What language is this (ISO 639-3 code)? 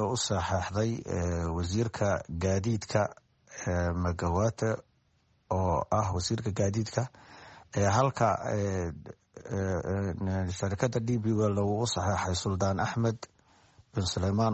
som